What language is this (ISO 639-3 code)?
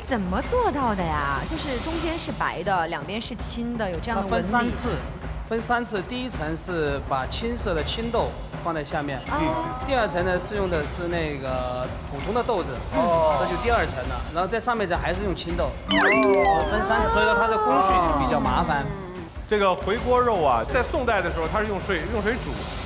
zho